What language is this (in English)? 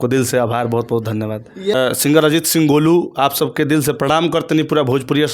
Bhojpuri